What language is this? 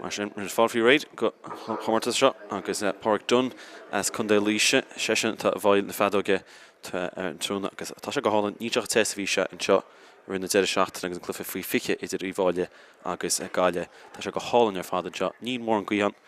Irish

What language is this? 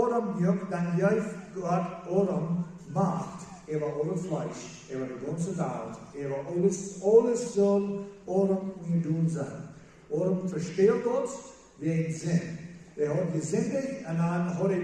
Plautdietsch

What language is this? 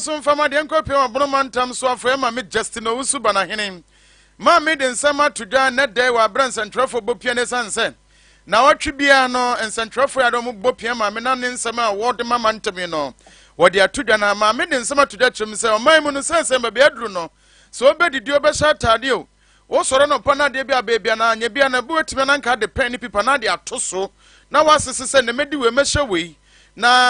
Akan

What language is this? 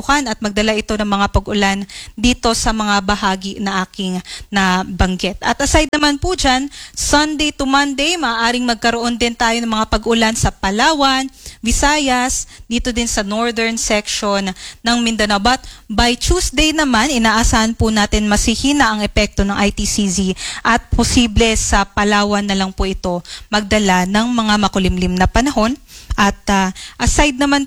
Filipino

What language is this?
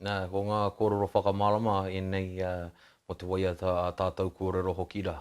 Māori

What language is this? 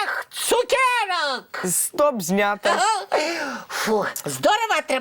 Belarusian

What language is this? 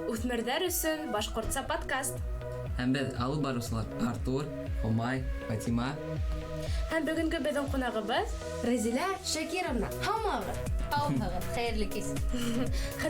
Bashkir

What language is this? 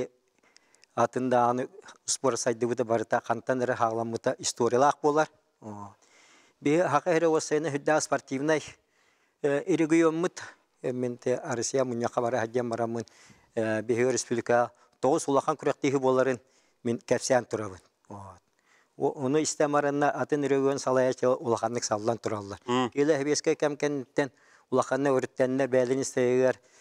Yakut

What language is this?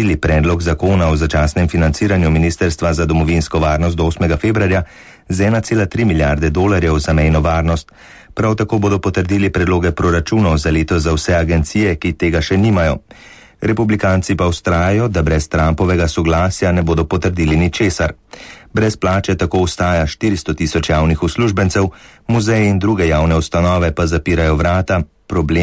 Slovenian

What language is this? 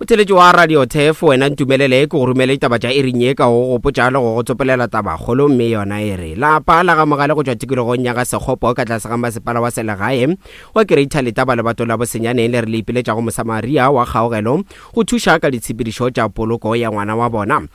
Northern Sotho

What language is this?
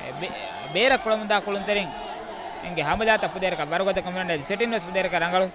Divehi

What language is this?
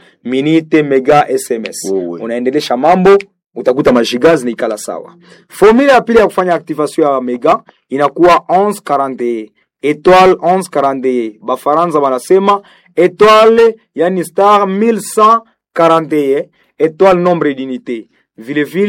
Swahili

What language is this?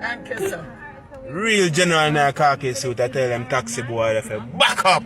Jamaican Creole English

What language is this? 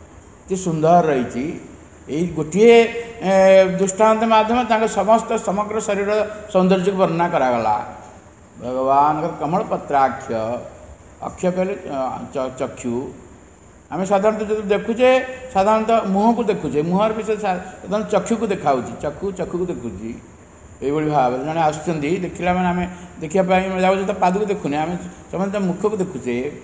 Odia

